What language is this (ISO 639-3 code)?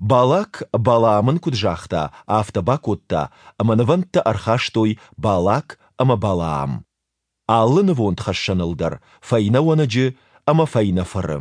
oss